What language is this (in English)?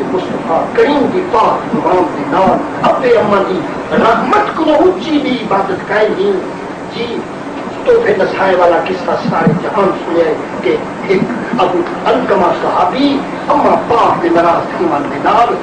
Saraiki